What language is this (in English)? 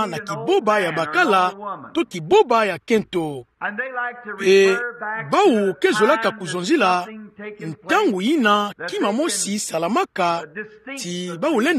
Kituba (Democratic Republic of Congo)